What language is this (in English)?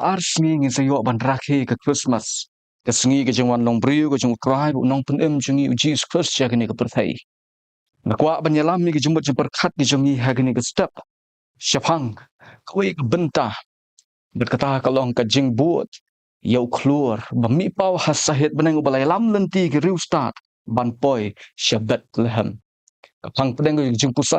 Khasi